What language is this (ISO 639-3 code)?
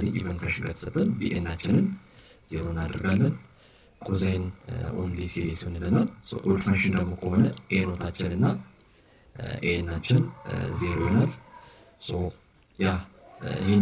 amh